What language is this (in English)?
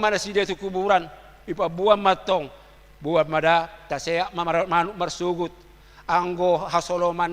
Batak Toba